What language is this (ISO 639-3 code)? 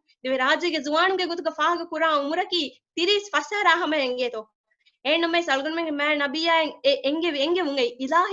div